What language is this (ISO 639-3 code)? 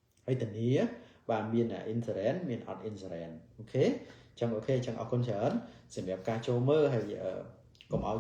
khm